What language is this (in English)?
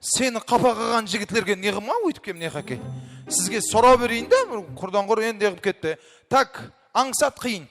Kara-Kalpak